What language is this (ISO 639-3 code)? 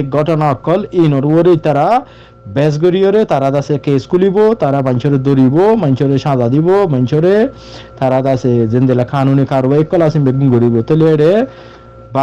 rhg